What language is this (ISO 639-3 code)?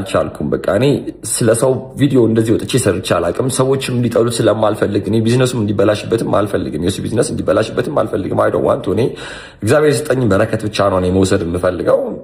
amh